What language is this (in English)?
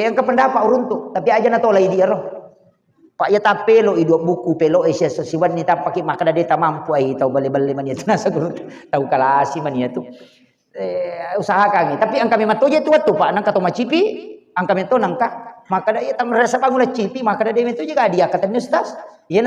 Buginese